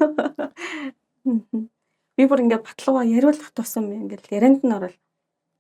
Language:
Mongolian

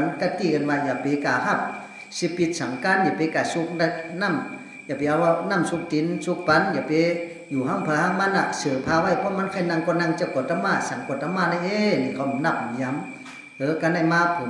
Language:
Shan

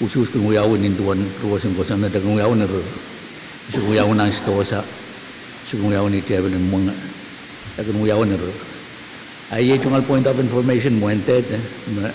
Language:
Pohnpeian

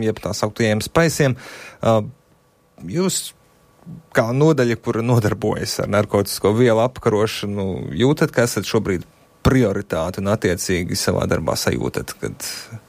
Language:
Latvian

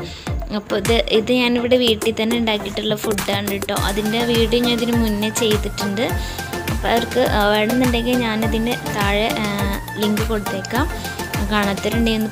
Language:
Malayalam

